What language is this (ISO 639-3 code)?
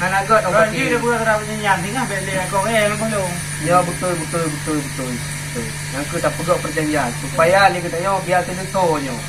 ace